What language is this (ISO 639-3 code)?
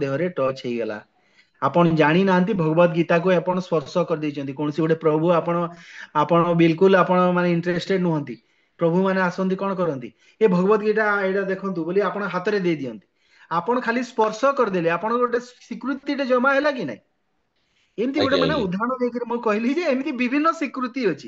ori